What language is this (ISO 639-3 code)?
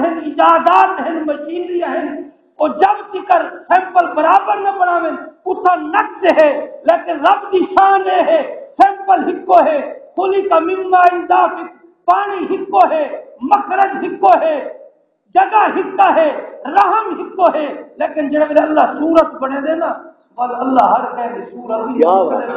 skr